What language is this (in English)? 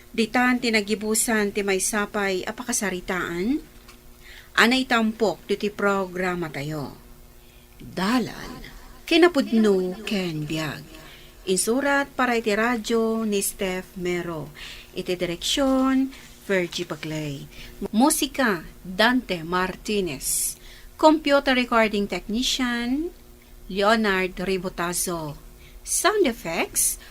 Iloko